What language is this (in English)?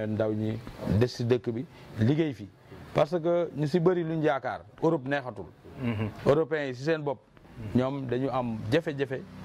Wolof